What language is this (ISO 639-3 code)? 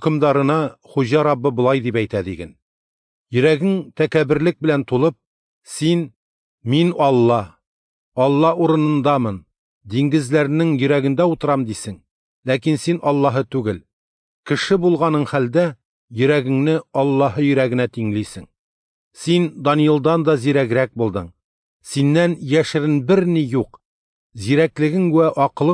tat